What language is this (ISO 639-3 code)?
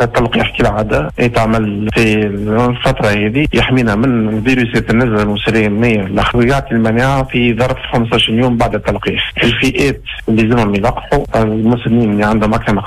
aeb